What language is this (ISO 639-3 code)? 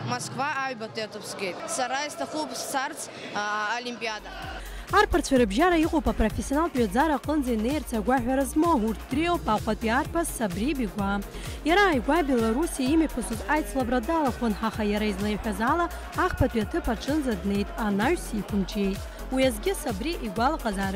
abk